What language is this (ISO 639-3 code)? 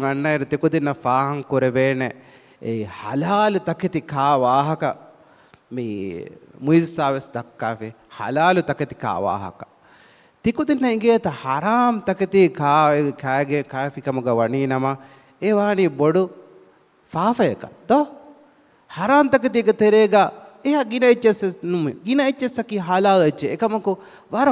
div